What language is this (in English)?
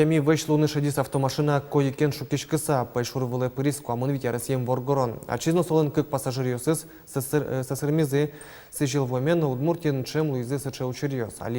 Udmurt